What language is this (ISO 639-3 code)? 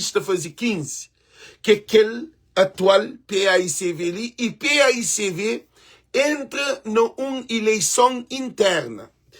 kea